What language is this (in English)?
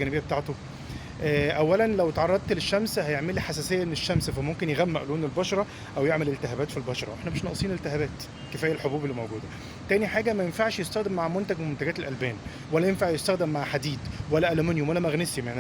Egyptian Arabic